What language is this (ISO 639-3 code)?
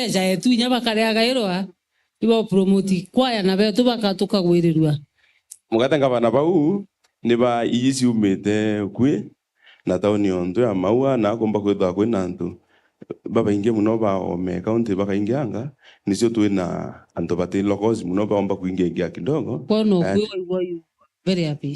mer